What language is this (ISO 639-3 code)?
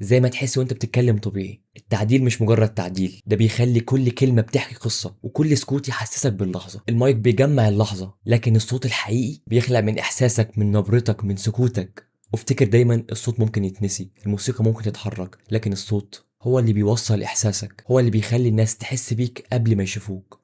arz